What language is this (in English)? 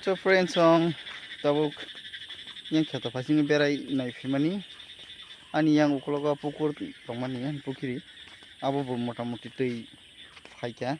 Kok Borok